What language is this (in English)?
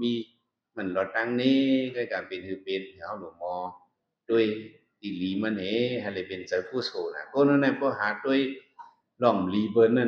Shan